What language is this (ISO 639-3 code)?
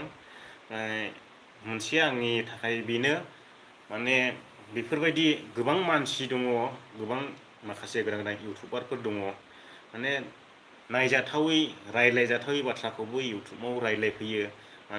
brx